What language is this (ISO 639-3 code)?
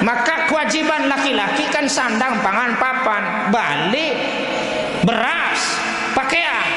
sas